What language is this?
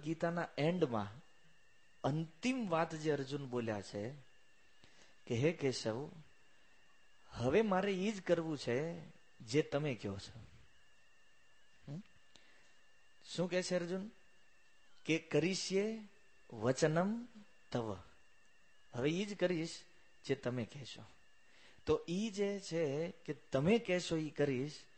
Gujarati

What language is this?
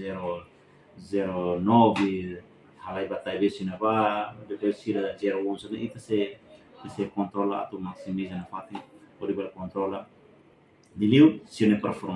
Tetum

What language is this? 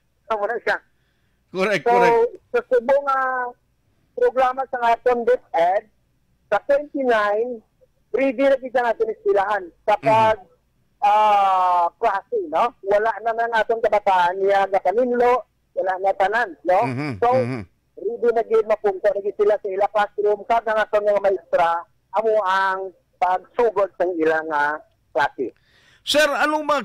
Hiligaynon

